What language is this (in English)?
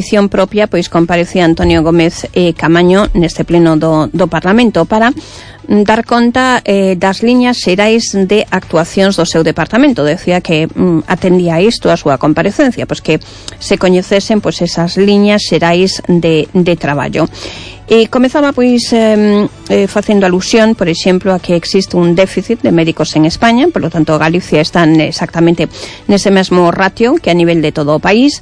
Galician